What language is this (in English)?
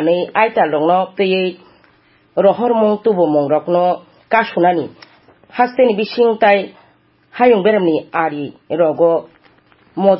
Kok Borok